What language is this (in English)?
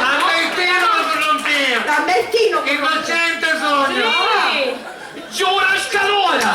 Sicilian